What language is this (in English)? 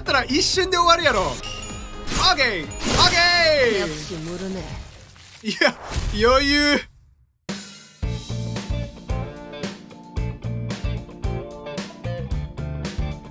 Japanese